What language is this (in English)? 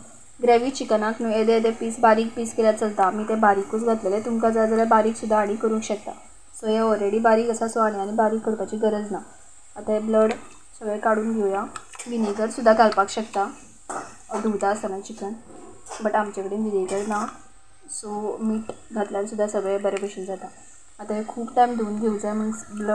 Konkani